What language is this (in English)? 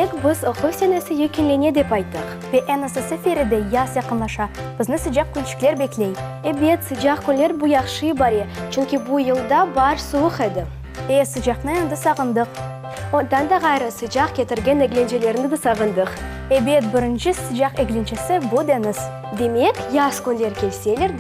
Crimean Tatar